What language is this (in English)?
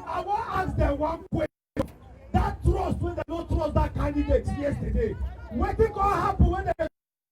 Nigerian Pidgin